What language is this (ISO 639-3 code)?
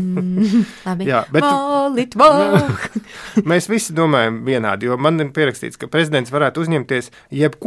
lav